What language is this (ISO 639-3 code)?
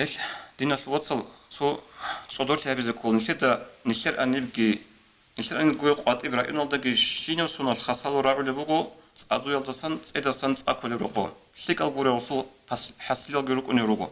ava